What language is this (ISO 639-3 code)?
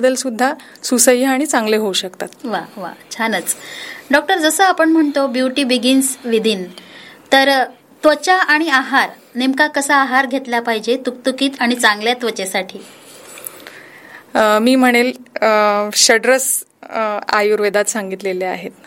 mar